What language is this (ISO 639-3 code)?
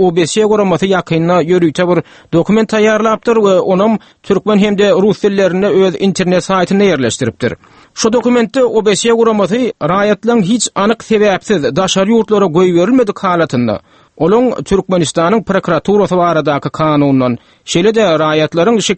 tuk